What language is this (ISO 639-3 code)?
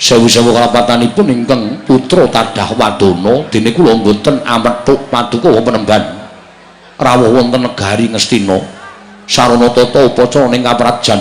jav